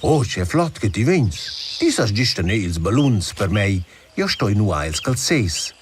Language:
Romansh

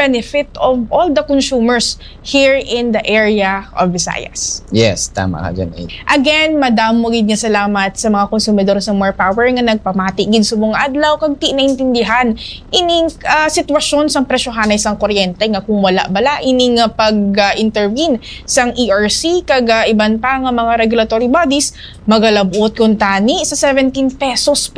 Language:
Hiligaynon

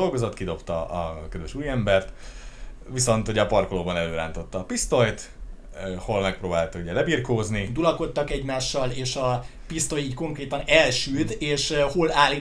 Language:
Hungarian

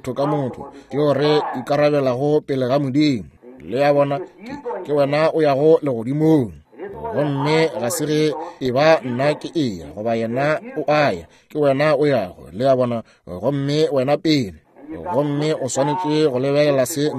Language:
Northern Sotho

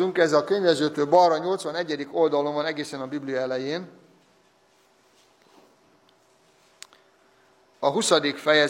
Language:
Hungarian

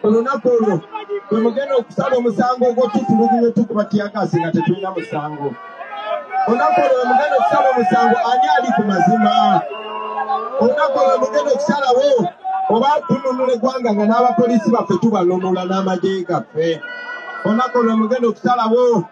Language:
Ganda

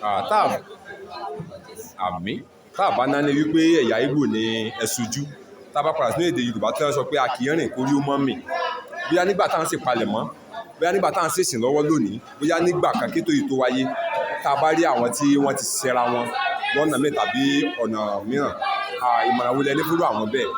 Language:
Yoruba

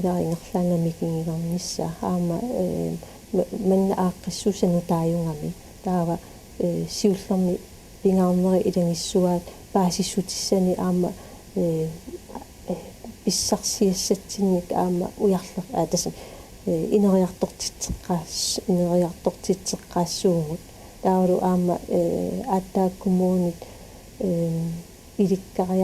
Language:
Kalaallisut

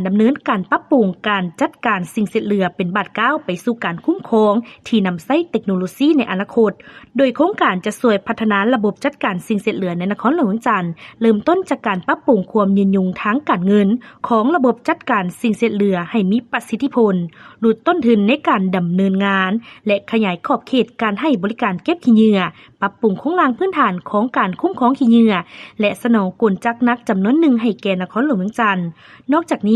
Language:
Lao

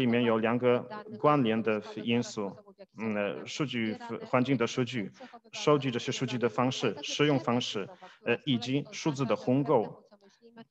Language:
Chinese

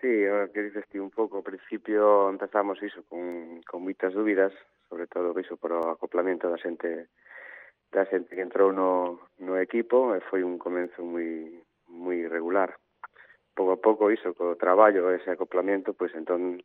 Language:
Galician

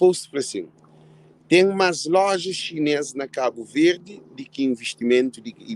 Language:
Kabuverdianu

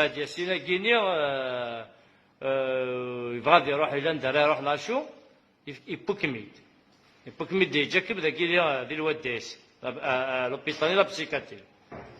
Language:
Kabyle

